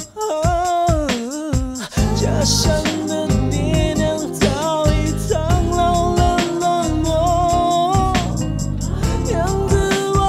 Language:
Chinese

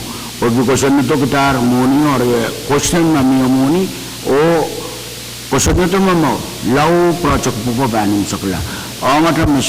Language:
Pohnpeian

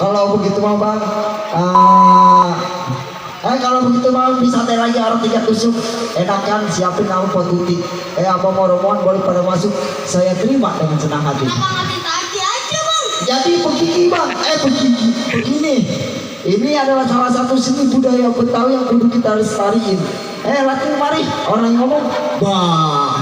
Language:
Betawi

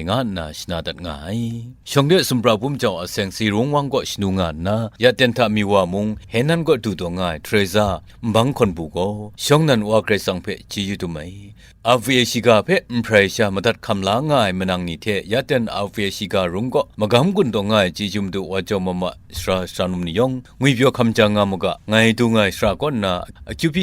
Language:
Kachin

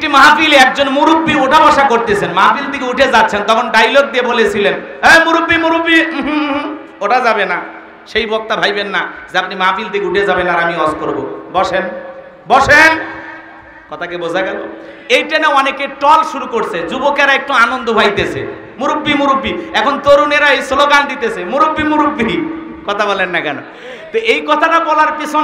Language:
Bangla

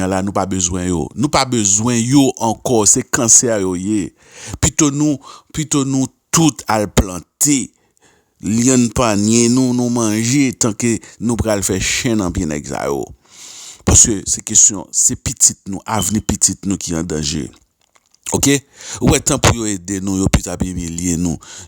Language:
Haitian Creole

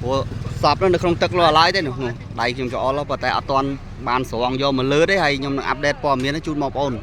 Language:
Khmer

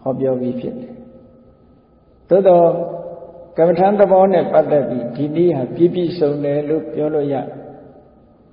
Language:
Burmese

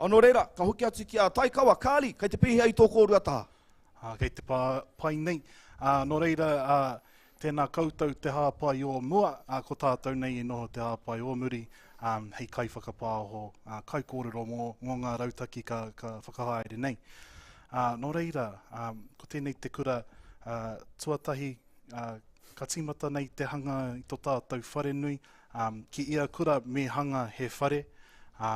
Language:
Māori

